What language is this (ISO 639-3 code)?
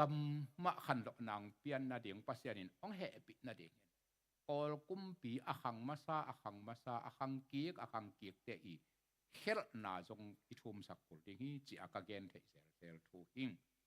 ctd